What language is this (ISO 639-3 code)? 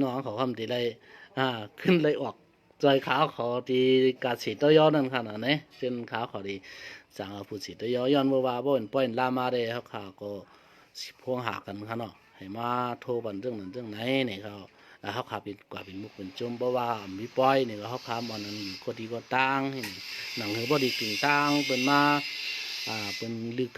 shn